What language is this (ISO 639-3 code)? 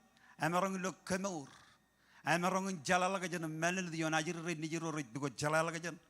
mah